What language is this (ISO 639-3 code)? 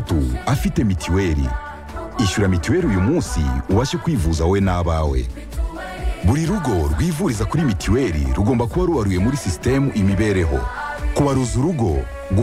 kin